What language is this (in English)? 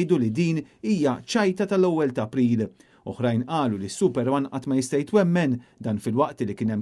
Maltese